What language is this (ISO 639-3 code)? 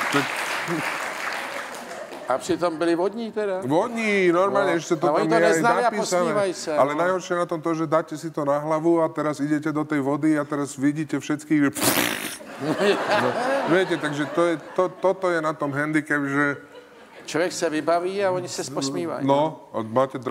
ces